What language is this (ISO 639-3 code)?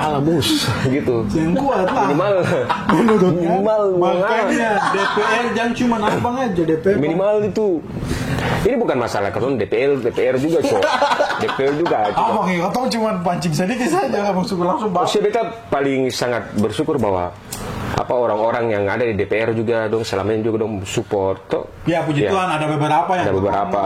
abs